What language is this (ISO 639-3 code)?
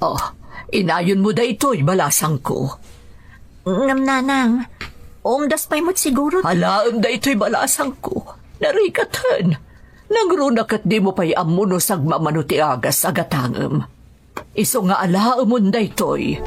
ilo